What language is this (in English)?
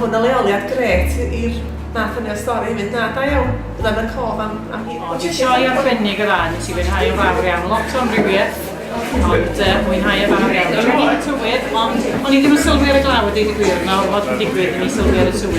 Welsh